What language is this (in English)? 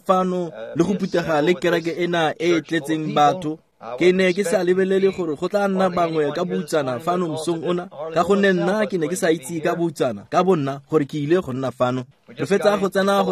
Tswana